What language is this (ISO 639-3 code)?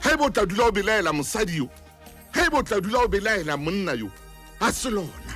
sot